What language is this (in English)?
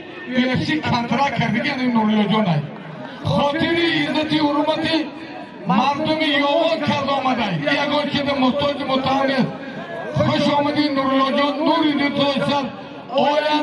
Tajik